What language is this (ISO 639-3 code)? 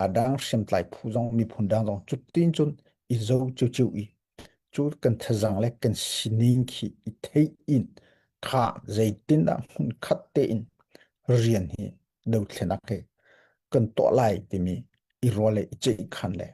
cnh